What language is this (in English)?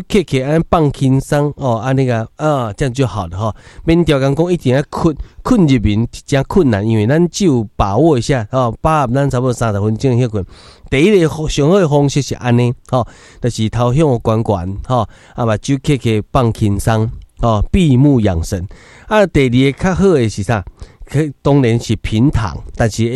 Min Nan Chinese